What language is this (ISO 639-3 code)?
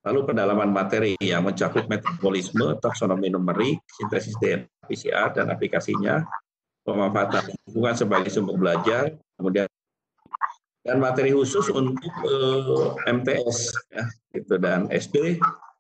ind